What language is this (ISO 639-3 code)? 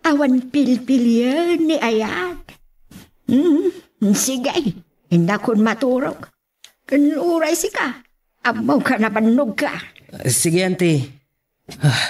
ilo